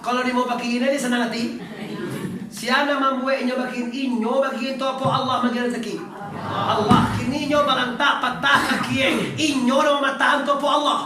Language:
Minangkabau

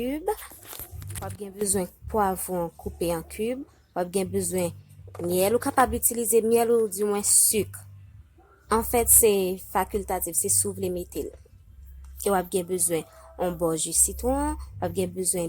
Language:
Haitian Creole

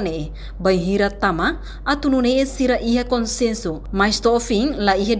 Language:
Tetum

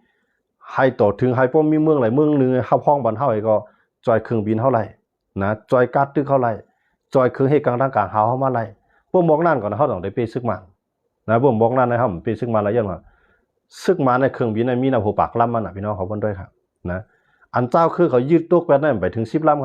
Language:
Shan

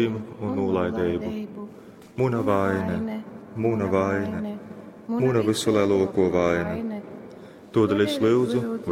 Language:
Latgalian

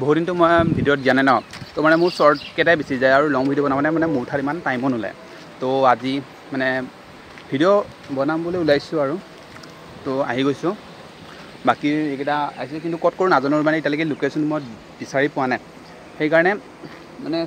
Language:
Assamese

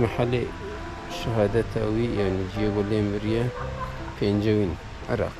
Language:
Kurdish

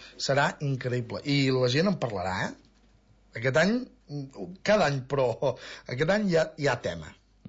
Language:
Catalan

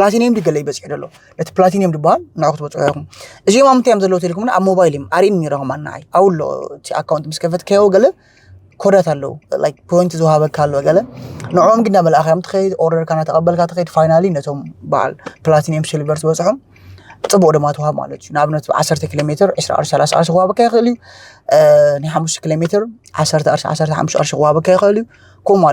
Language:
Tigrinya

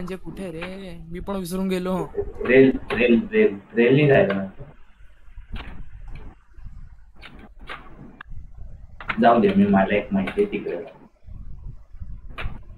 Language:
Marathi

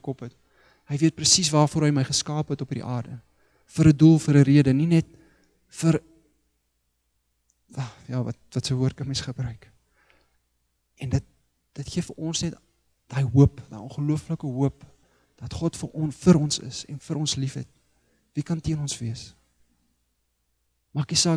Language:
Afrikaans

